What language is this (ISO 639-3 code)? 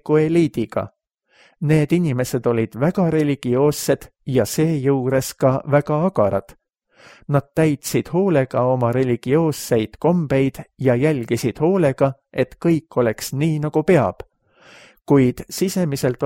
est